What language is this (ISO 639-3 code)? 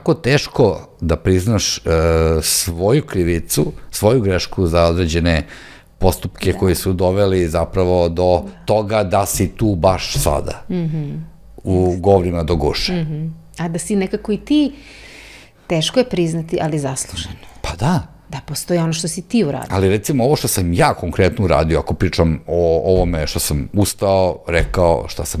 srp